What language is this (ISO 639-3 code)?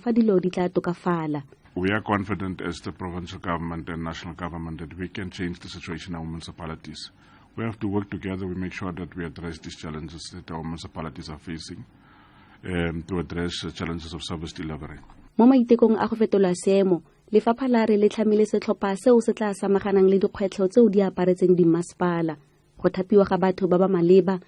tsn